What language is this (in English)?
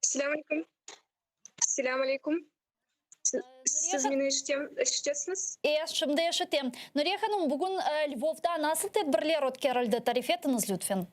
Crimean Tatar